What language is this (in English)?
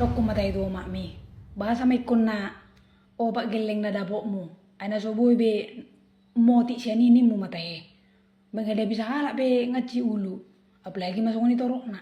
Batak Toba